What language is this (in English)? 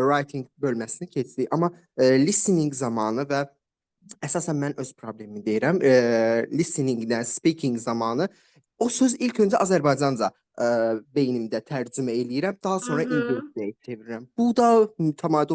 Azerbaijani